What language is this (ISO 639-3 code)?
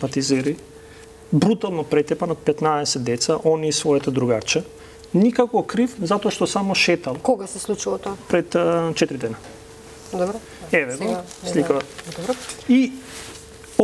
mkd